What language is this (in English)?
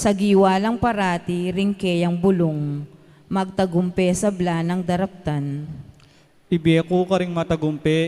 Pampanga